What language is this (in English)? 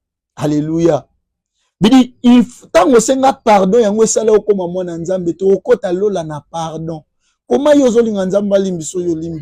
Lingala